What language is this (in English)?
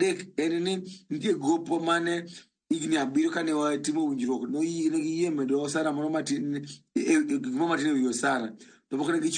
Luo (Kenya and Tanzania)